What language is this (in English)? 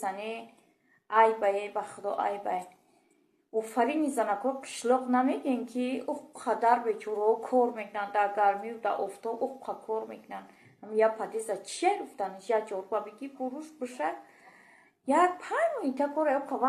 Tajik